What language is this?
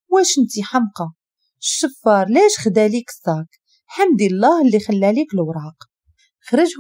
Moroccan Arabic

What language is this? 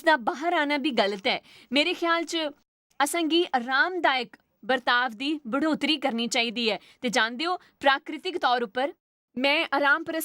Dogri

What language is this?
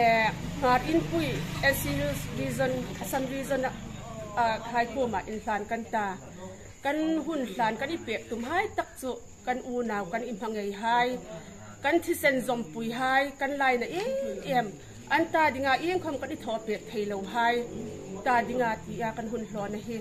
Hmar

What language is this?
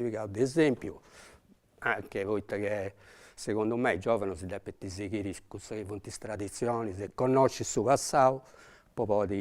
Sardinian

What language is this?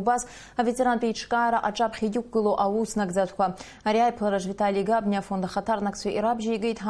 Abkhazian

